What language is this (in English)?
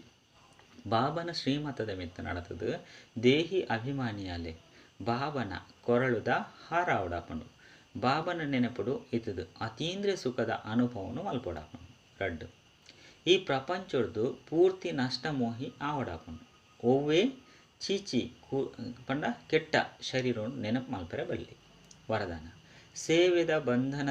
Tulu